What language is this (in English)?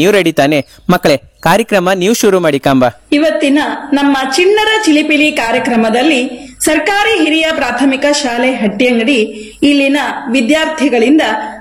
Kannada